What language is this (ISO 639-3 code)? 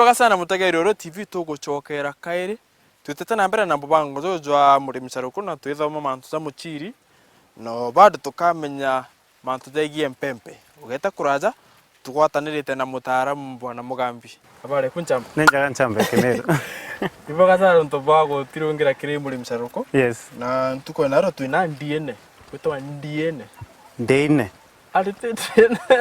mer